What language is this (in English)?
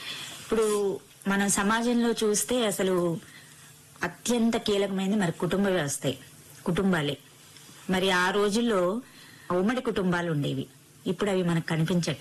Telugu